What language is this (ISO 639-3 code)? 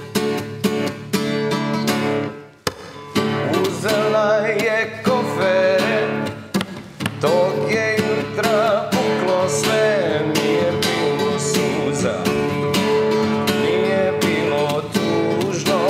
srp